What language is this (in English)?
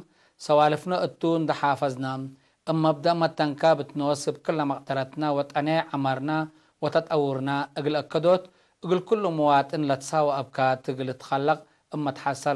Tigre